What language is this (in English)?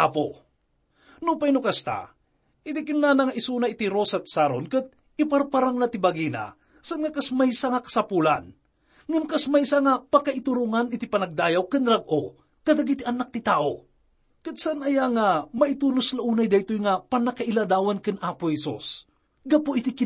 Iloko